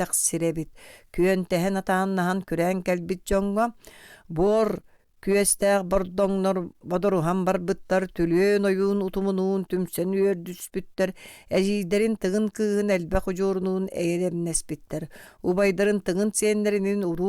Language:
Yakut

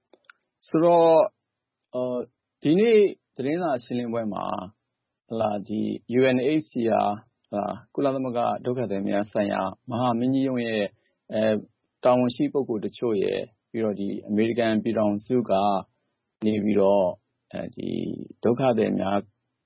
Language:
Burmese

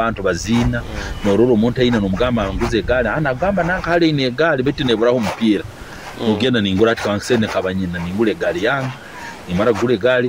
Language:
Nyoro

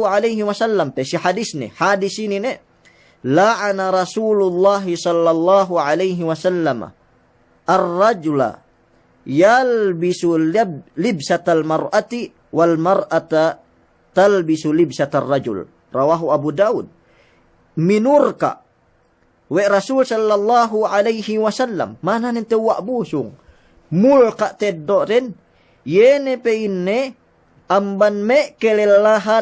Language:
Yakan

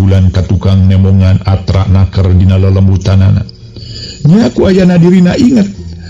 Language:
Sundanese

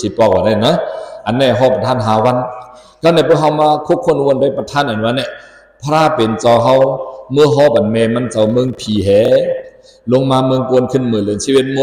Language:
Shan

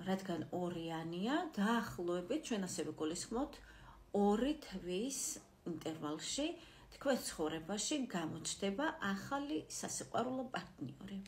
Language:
Georgian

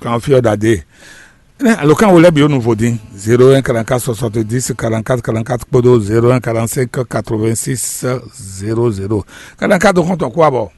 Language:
Fon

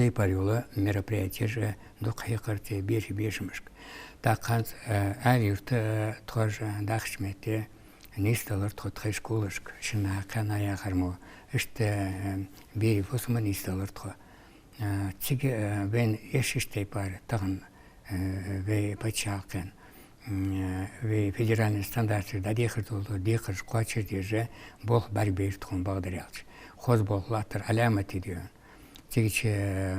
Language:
Ingush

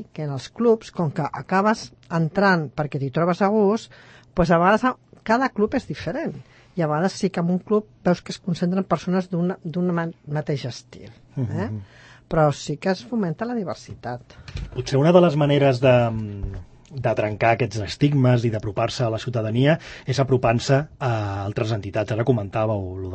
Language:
Catalan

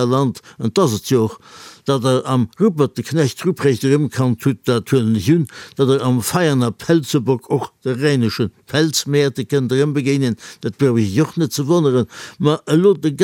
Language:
Luxembourgish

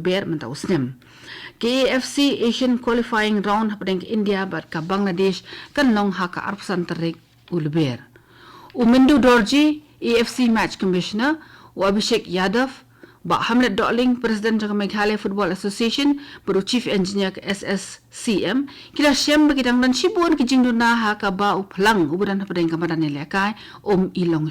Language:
Khasi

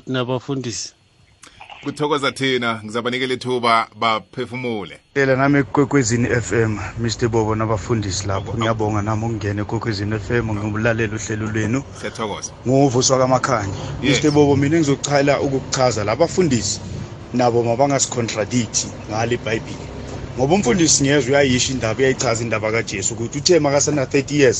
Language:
South Ndebele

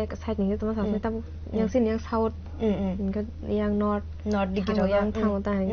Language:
Kok Borok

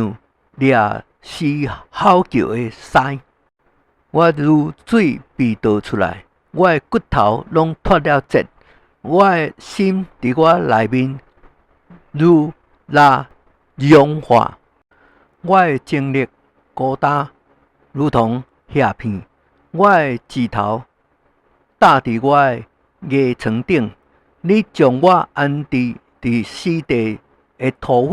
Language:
Min Nan Chinese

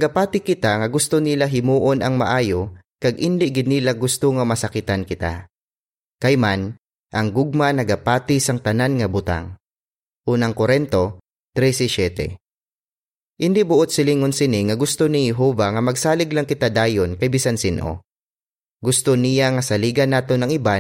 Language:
Hiligaynon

